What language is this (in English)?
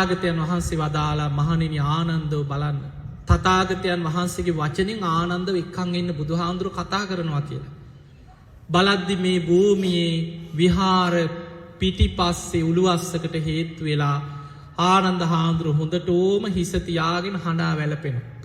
Sinhala